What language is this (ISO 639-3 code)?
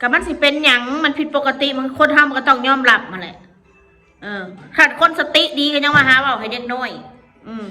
tts